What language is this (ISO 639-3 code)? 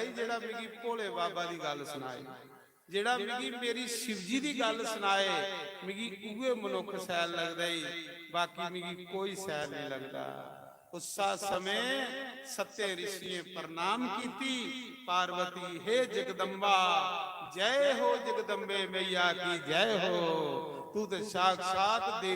doi